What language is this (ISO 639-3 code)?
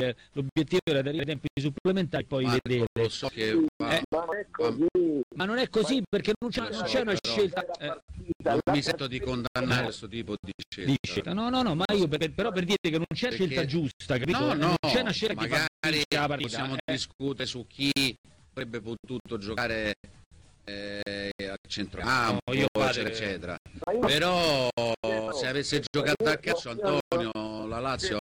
ita